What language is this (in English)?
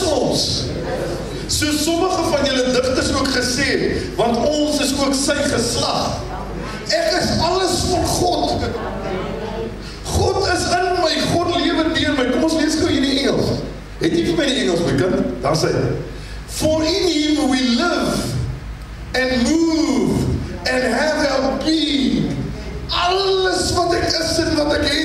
Afrikaans